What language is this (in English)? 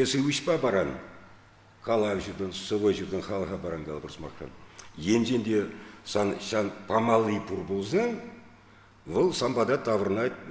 Chuvash